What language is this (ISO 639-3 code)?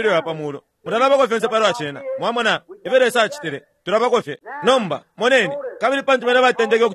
bem